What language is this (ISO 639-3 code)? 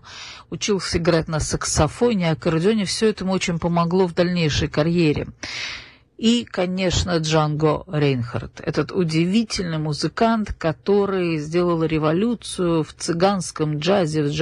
rus